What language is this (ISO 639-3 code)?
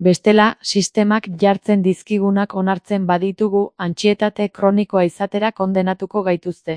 eus